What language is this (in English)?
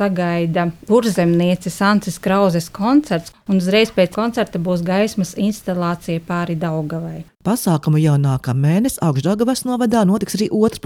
Latvian